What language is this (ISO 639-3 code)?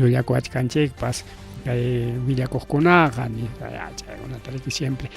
quy